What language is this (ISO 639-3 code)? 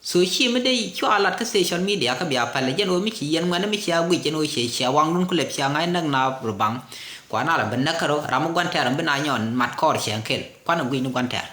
nus